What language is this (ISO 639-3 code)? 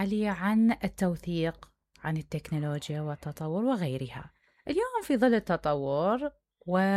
acm